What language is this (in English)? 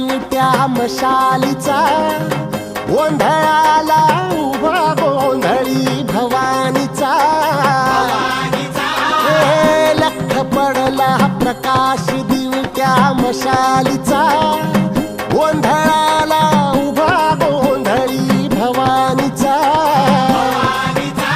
Marathi